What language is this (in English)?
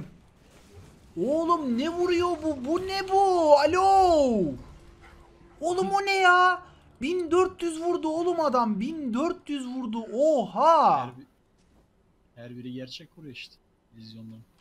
Turkish